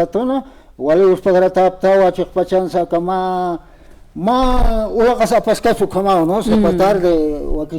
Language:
Aymara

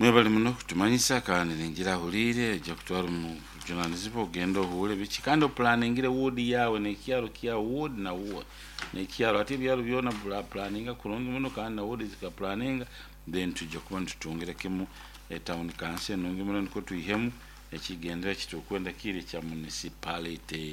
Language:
Nyoro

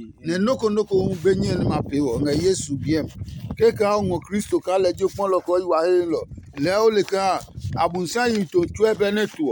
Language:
Adangme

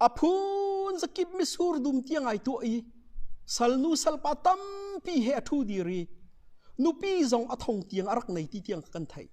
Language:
Hakha Chin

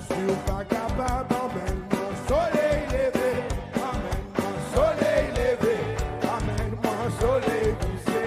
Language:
Seselwa Creole French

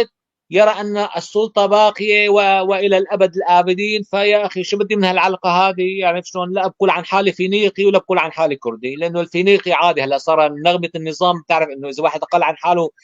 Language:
North Levantine Arabic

